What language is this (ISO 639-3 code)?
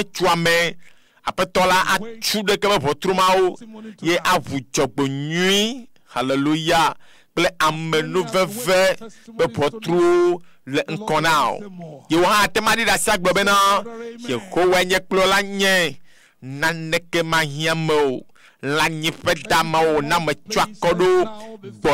ewe